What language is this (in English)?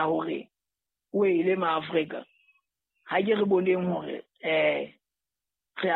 Southern Sotho